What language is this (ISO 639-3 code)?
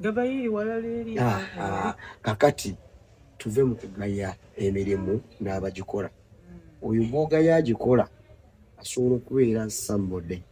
lug